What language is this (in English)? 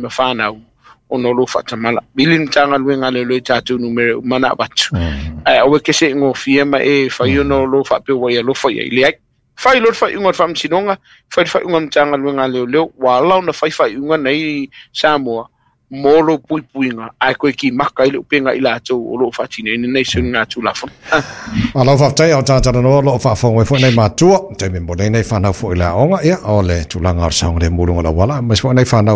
Samoan